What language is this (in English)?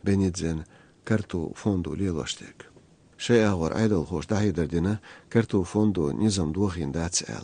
Chechen